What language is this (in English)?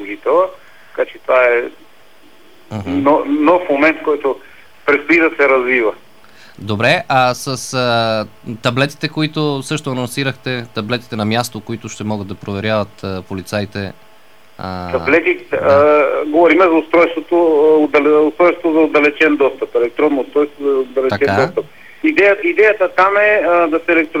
Bulgarian